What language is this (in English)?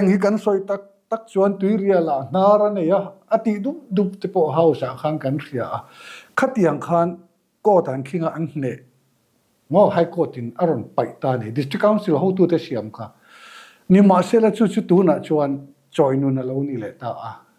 Mizo